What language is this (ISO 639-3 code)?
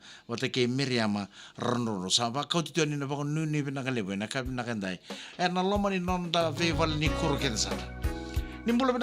fij